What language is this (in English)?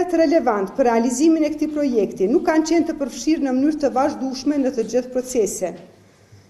Albanian